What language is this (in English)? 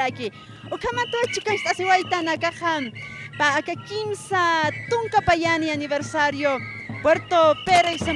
Aymara